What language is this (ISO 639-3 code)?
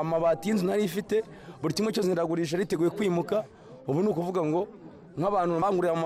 kin